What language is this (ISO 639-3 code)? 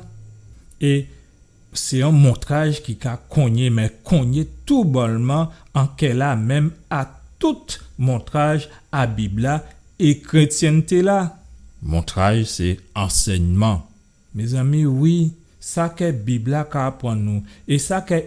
gcf